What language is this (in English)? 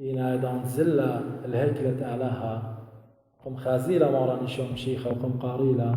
Assyrian Neo-Aramaic